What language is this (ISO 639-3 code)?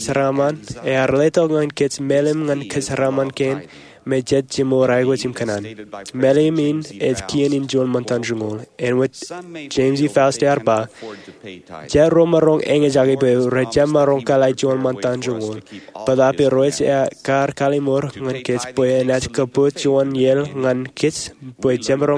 mah